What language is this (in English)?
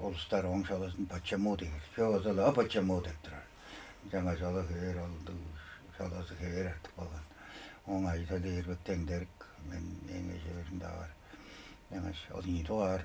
Tuvinian